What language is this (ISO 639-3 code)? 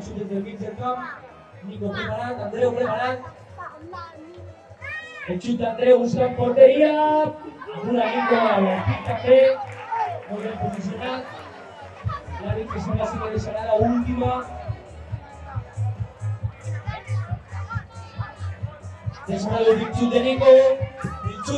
cat